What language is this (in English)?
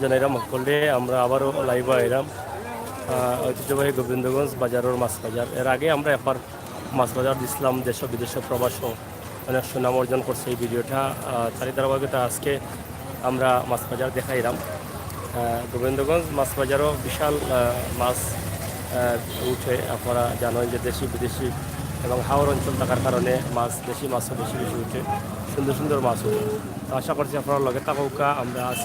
Sylheti